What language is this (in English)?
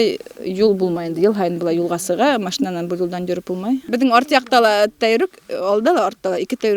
Bashkir